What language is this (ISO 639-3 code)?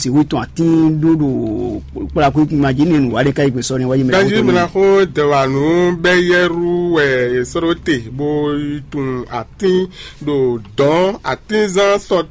fon